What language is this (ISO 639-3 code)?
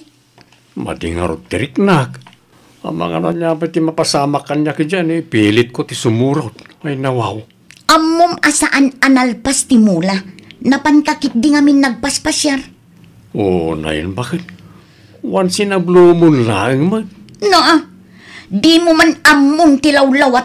ilo